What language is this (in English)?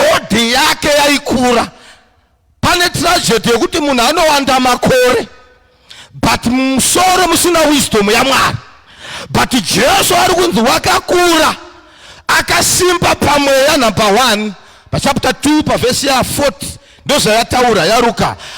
Shona